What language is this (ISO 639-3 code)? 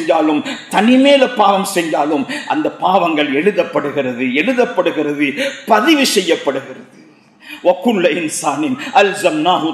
tam